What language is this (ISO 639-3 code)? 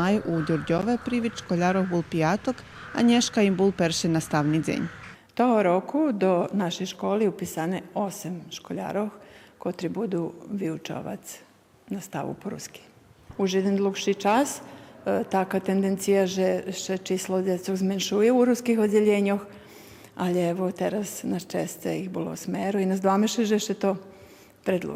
rue